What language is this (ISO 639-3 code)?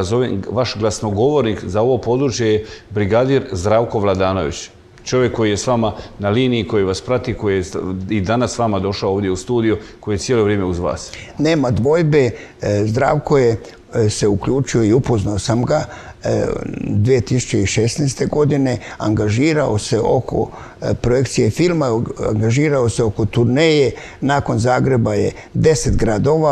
hrv